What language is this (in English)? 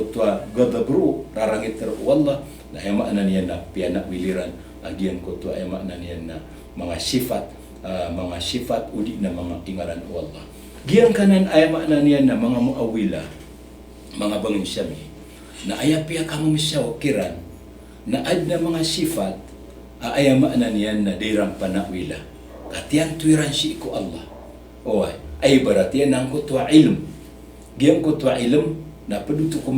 Maranao